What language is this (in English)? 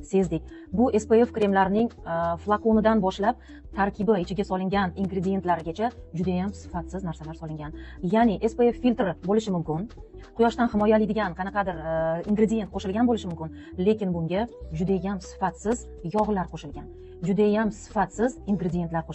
Uzbek